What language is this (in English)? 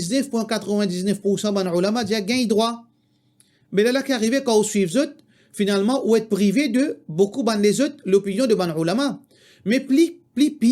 Morisyen